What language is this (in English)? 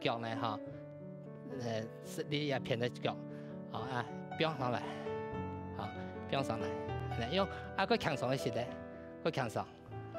Hakka Chinese